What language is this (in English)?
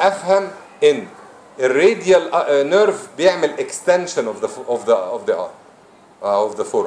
Egyptian Arabic